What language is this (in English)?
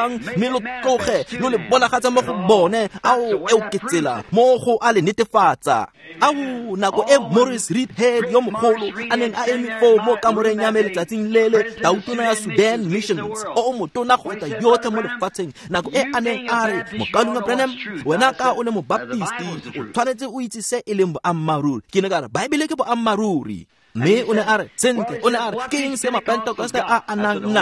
Tswana